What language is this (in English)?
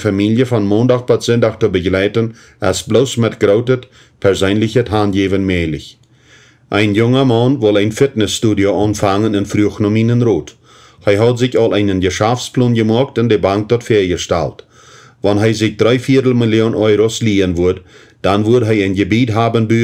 Plautdietsch